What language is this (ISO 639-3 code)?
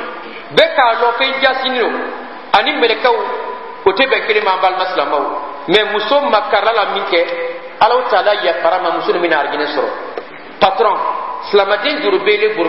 bam